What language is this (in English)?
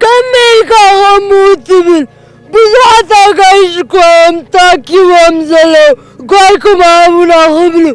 Tigrinya